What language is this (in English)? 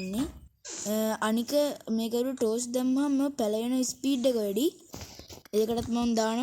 Sinhala